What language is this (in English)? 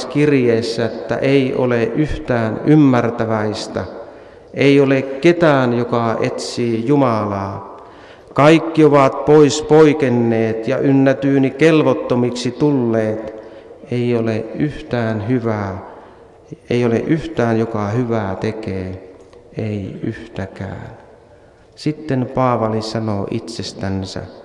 Finnish